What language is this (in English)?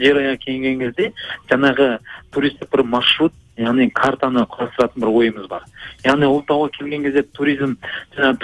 Kazakh